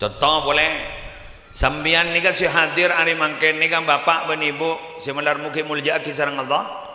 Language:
Madurese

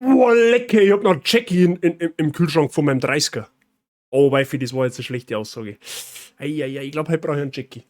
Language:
Bavarian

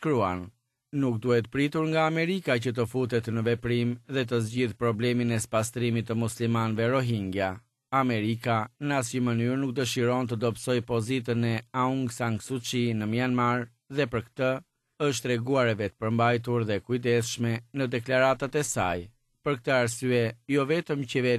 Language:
Albanian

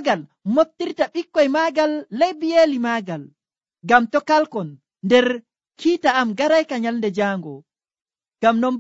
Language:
Nigerian Fulfulde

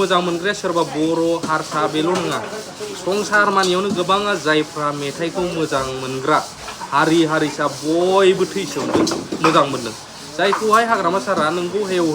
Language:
Bodo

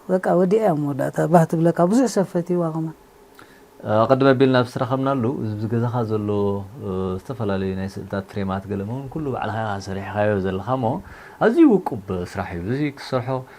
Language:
Tigrinya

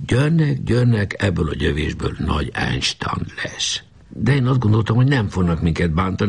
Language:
Hungarian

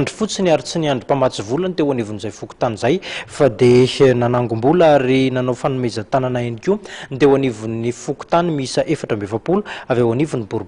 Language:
Malagasy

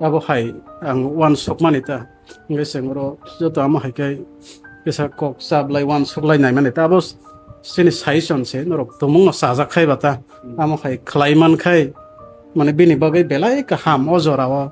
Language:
Kok Borok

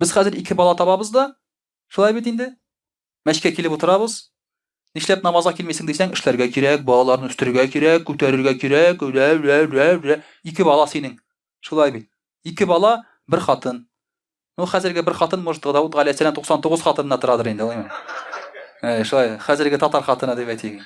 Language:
Tatar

